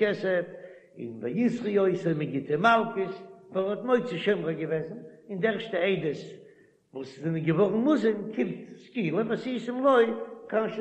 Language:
Yiddish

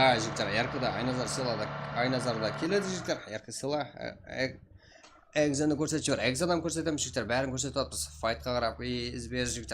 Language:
Kara-Kalpak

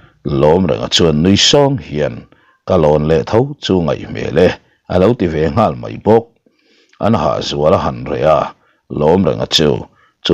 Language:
Mizo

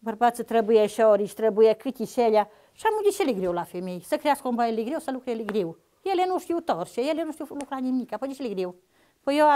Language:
Romanian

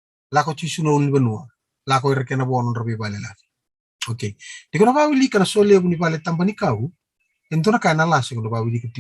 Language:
Fijian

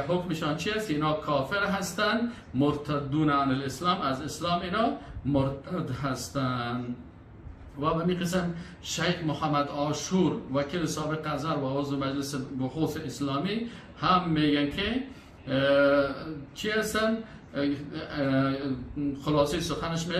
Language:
Persian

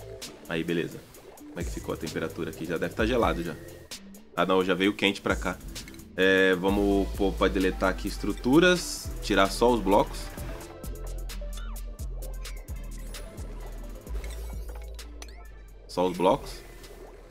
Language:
Portuguese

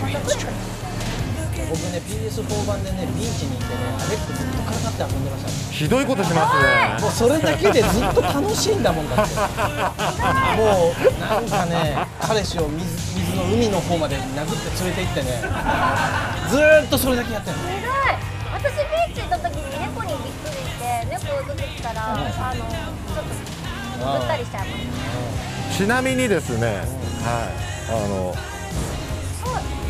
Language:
Japanese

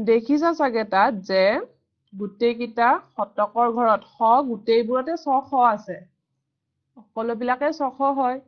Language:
Assamese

